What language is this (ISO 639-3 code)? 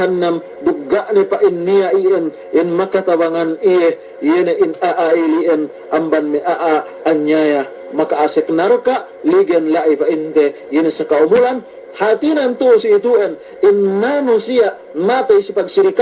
yka